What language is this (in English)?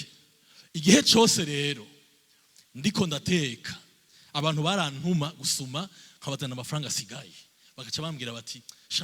Rundi